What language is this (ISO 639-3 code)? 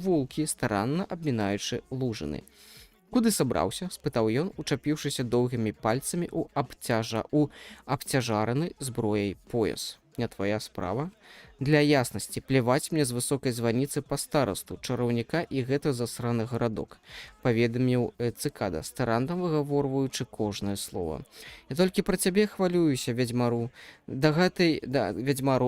bel